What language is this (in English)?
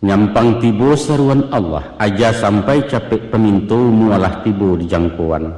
Minangkabau